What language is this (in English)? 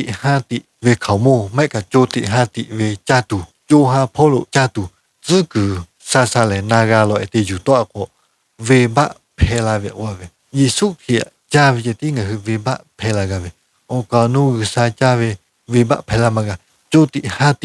Lahu